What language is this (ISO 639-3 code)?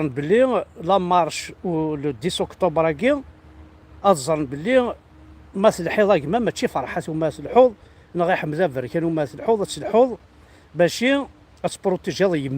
kab